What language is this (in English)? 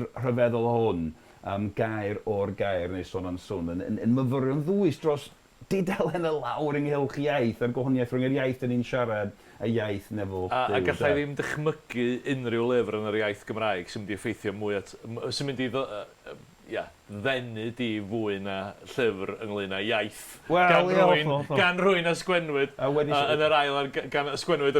Welsh